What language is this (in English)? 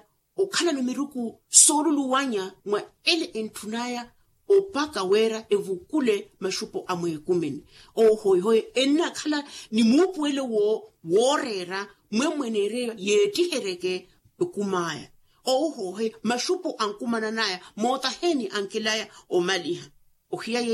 Makhuwa